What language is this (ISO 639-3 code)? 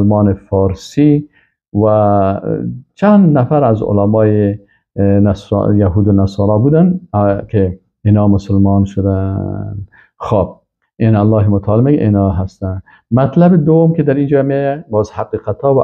fas